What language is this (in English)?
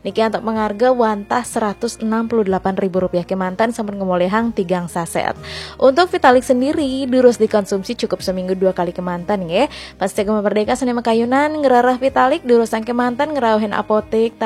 Balinese